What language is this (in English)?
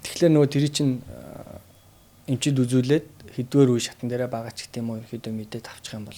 Mongolian